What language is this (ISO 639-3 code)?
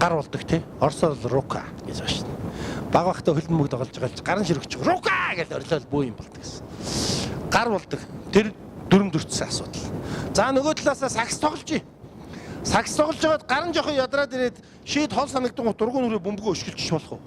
mon